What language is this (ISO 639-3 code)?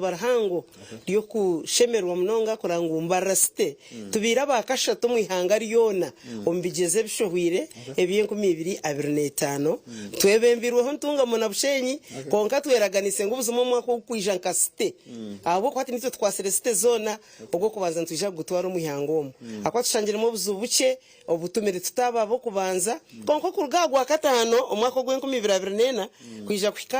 nyn